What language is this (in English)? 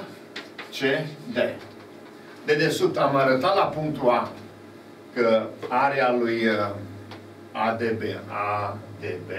Romanian